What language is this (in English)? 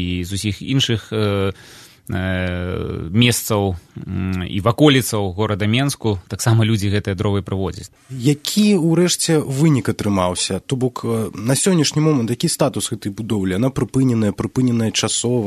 Belarusian